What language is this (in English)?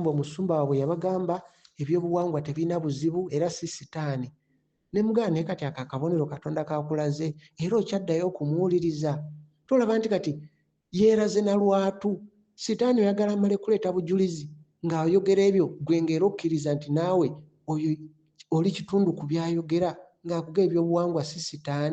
Ganda